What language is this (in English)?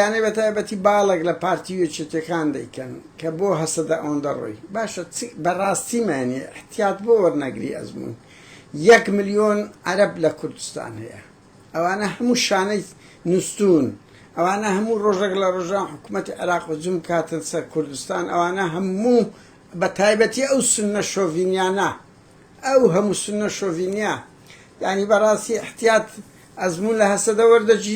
Central Kurdish